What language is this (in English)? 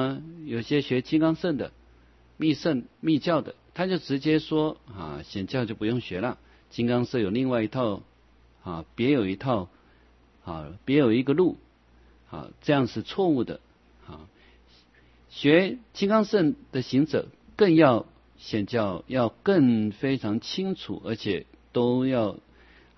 Chinese